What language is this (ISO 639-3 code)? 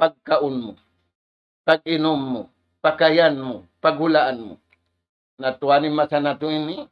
tsg